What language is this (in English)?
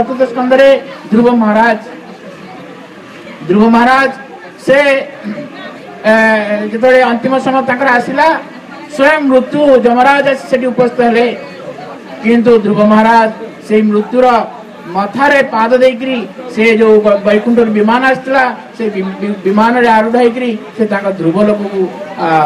Odia